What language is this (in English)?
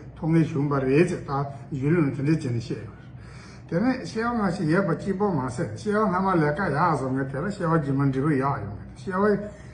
Tibetan